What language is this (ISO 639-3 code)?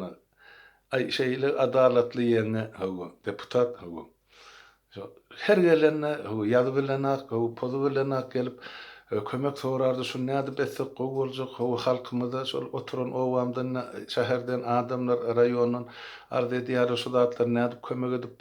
tuk